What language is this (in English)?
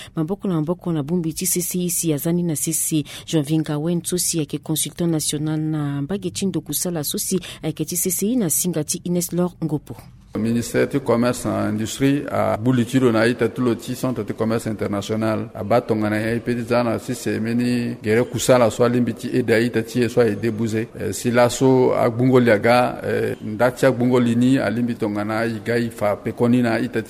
Sango